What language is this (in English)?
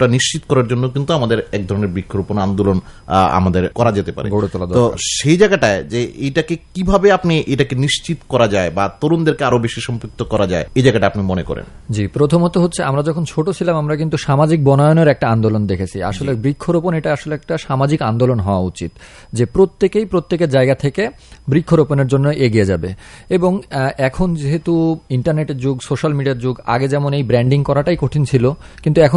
Bangla